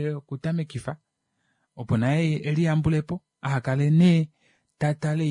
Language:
Kuanyama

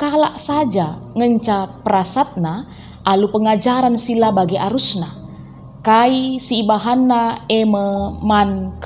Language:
Batak Karo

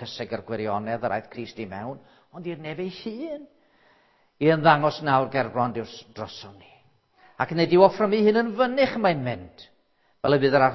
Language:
Welsh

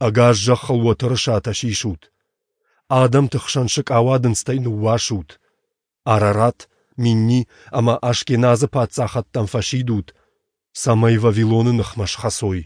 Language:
Ossetic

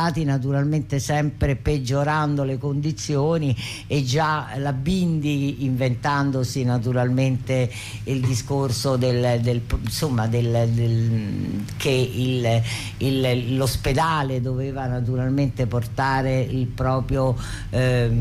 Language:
Italian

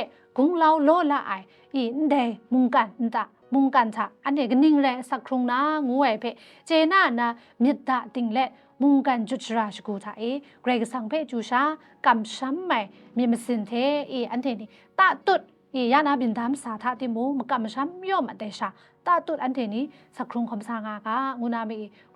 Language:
Kachin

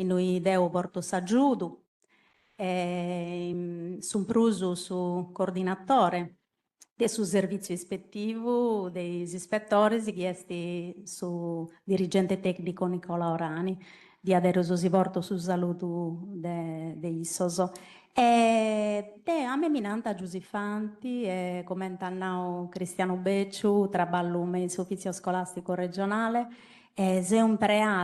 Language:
Sardinian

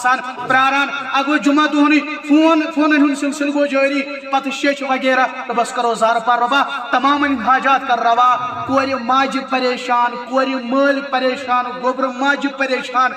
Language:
Kashmiri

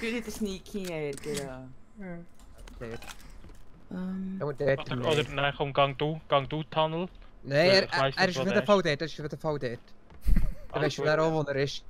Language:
Swiss German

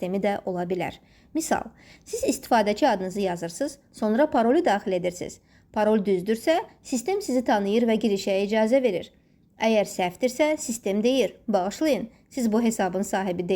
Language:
Azerbaijani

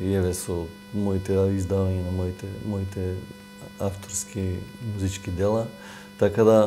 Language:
Macedonian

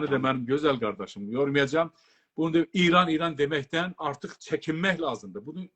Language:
South Azerbaijani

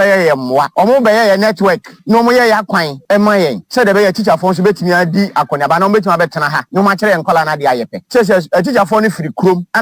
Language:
Akan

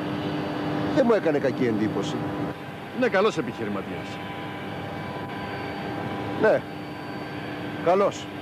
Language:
Greek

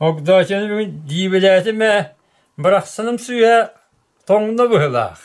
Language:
Yakut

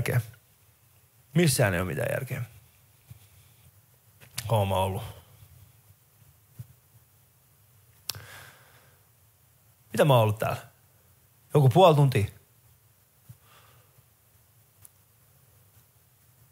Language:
Finnish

